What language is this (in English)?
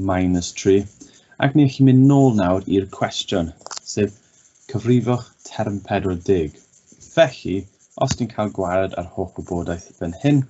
Welsh